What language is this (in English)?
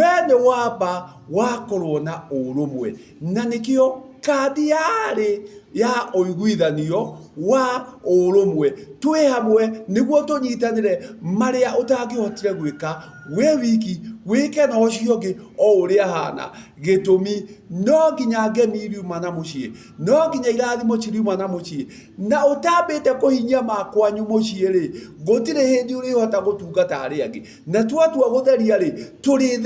Kikuyu